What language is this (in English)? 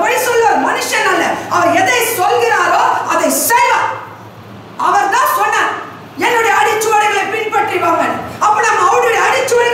Tamil